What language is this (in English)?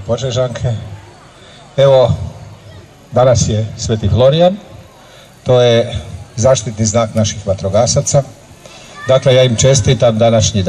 Croatian